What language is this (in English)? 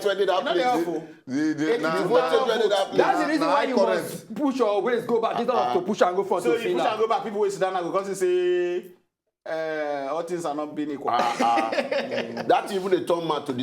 Nigerian Pidgin